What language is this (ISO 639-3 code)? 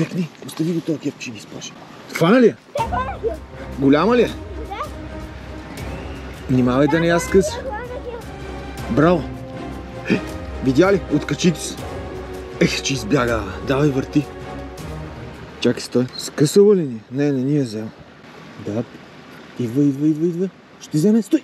bul